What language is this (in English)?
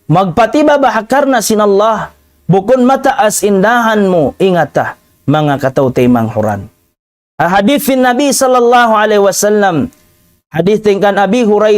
Tausug